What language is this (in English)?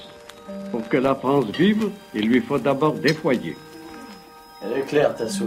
French